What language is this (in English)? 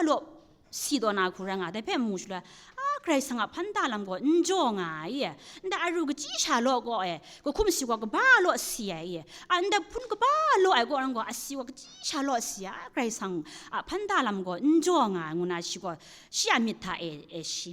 Kachin